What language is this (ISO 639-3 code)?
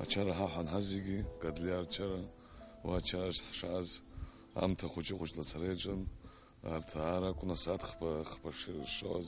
abk